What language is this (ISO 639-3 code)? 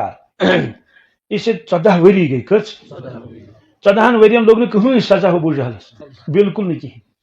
kas